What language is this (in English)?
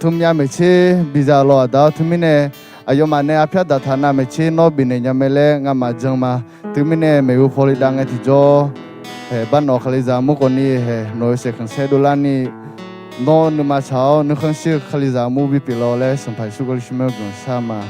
Akha